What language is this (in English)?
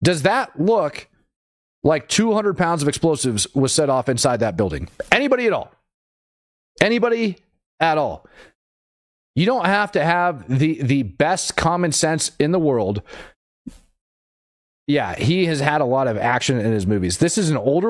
English